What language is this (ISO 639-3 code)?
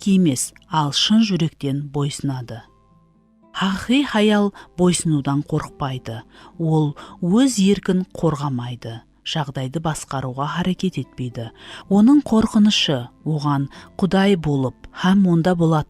kaa